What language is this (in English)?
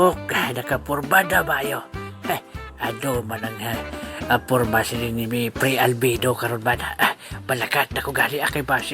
Hiligaynon